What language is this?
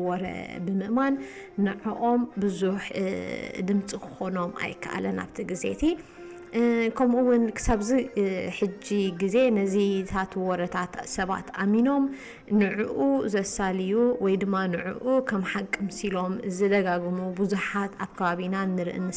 Tigrinya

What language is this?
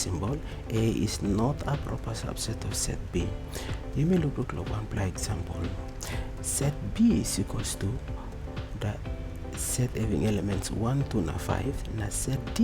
Tok Pisin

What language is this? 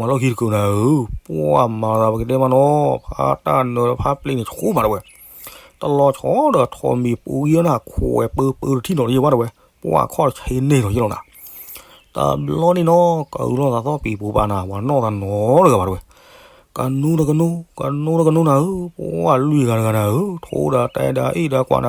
S'gaw Karen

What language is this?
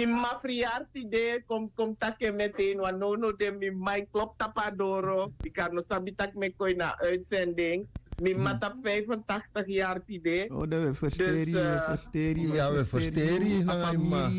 Sranan Tongo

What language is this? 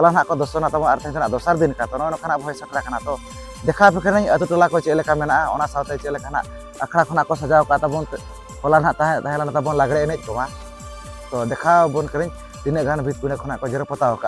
Santali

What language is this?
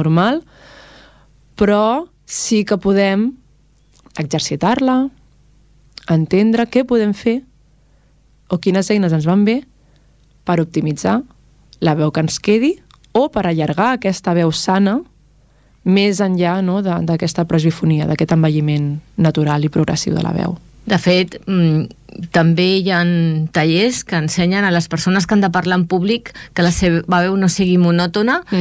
Catalan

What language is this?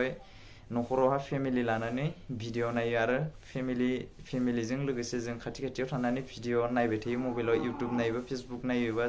Bodo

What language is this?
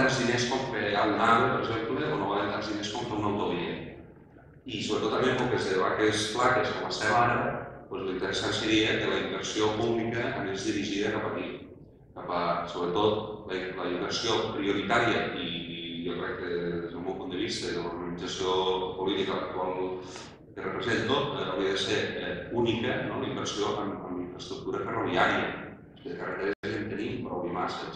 Catalan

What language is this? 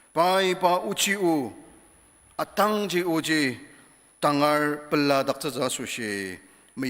Ao Naga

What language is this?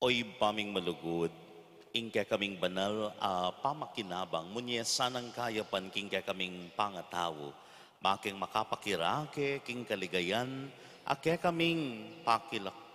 Pampanga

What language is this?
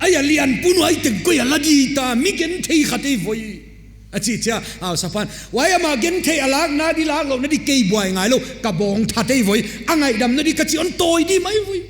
Paite Chin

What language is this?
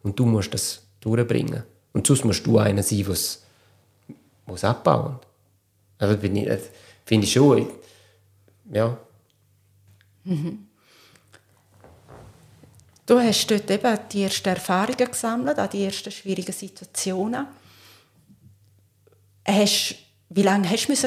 German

